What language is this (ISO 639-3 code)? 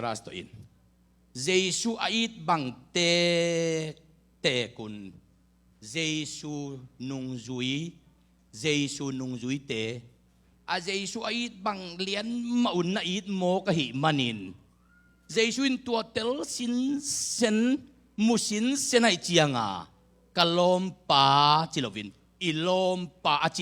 ctd